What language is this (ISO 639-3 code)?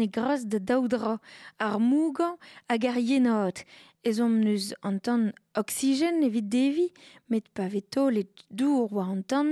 bre